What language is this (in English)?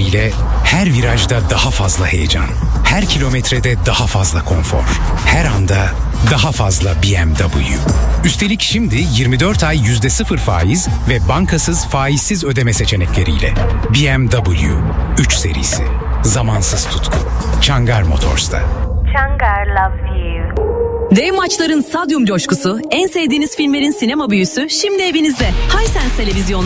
Turkish